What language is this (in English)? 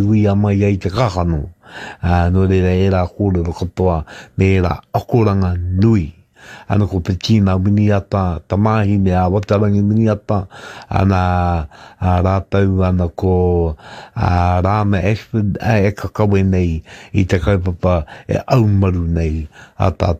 Māori